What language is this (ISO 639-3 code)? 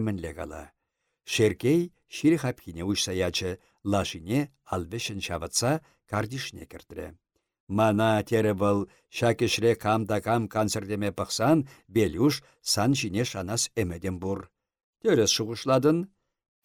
chv